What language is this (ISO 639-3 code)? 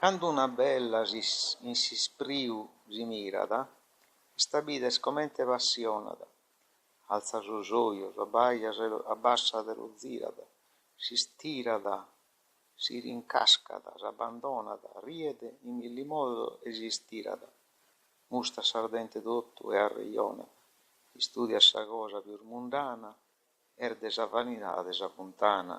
srd